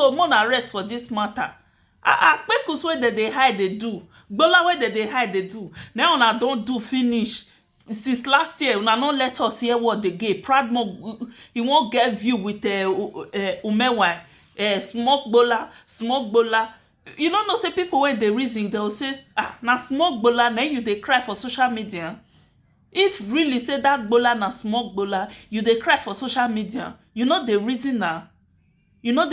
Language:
Nigerian Pidgin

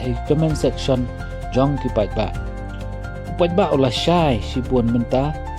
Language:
Khasi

